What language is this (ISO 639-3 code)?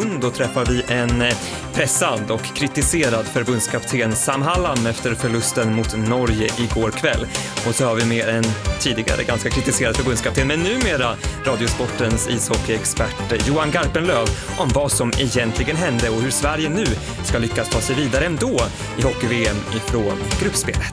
swe